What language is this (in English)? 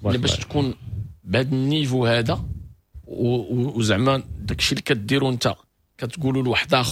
Moroccan Arabic